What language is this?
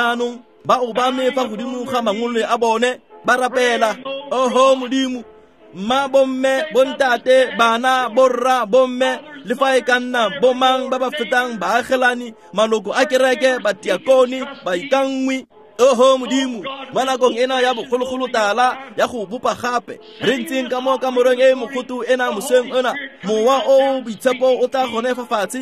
Tswana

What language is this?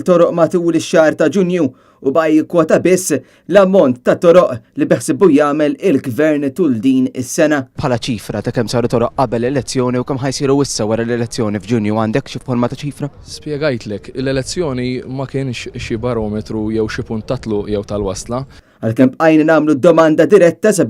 Maltese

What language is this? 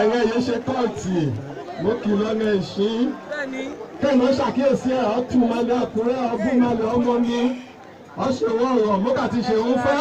Yoruba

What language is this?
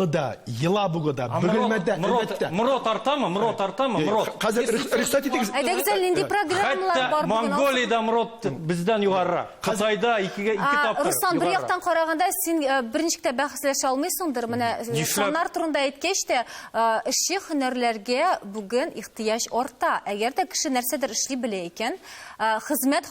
Tatar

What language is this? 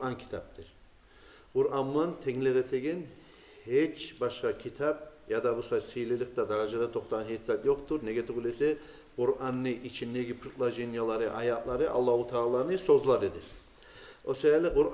Kumyk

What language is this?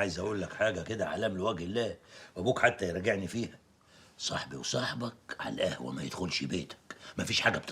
Egyptian Arabic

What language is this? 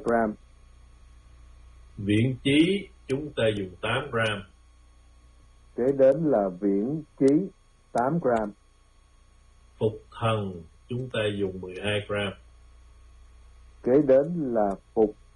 Vietnamese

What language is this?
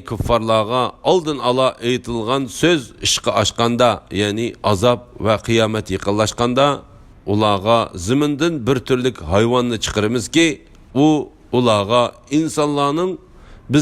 Uyghur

